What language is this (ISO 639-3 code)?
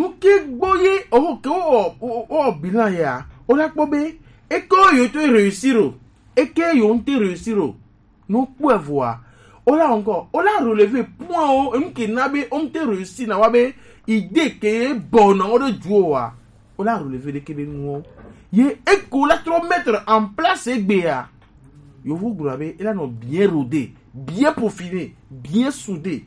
gej